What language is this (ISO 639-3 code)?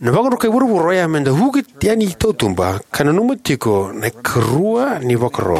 fij